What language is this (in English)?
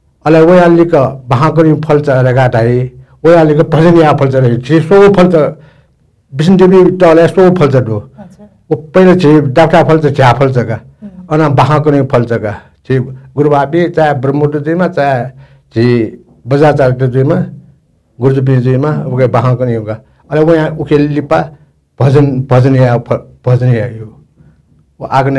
Newari